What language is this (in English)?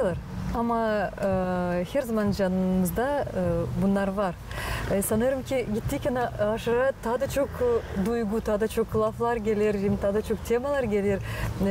Gagauz